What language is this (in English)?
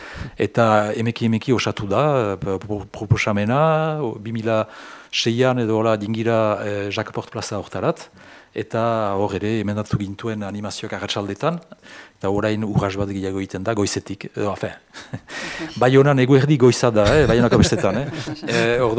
Basque